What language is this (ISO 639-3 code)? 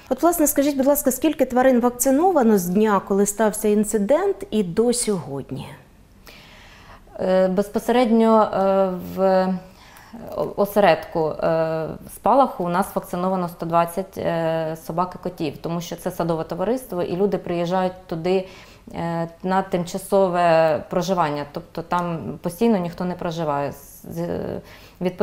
ukr